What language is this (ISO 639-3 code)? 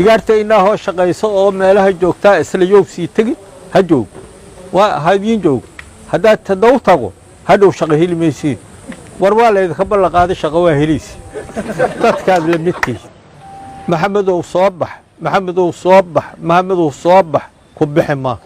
som